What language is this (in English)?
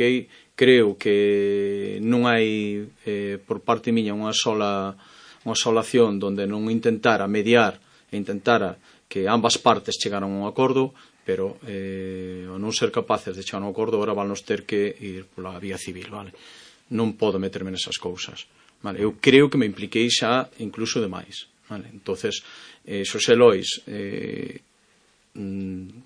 Galician